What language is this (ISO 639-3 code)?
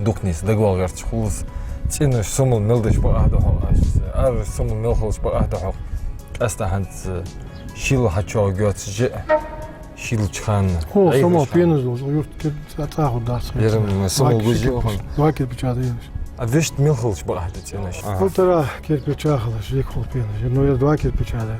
inh